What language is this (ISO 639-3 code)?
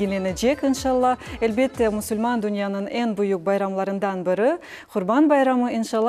crh